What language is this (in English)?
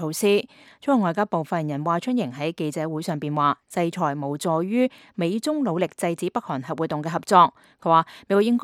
Cantonese